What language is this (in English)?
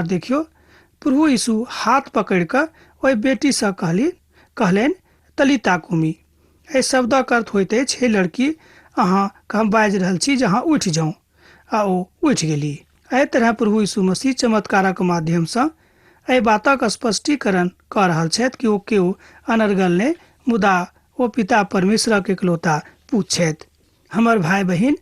Maithili